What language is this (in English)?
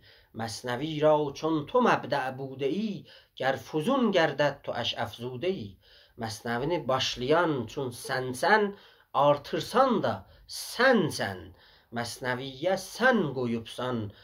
South Azerbaijani